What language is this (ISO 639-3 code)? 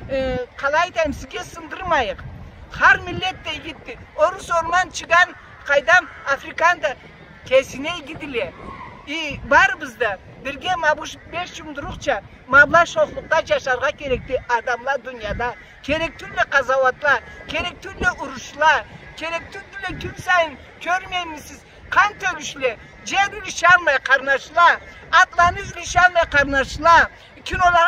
krc